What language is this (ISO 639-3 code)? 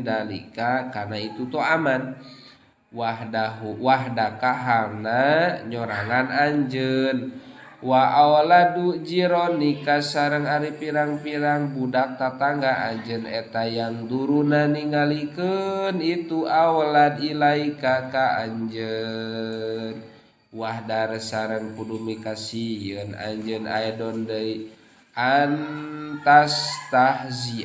sun